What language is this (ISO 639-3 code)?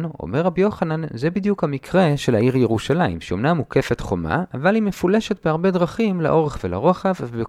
heb